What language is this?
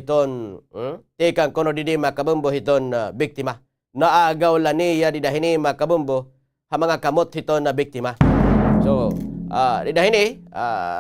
Waray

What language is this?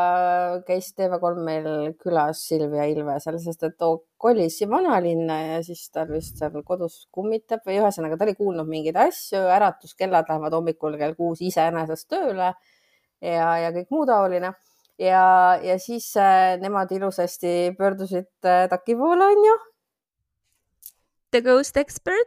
Estonian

